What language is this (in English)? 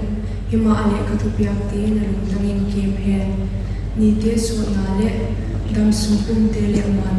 Paite Chin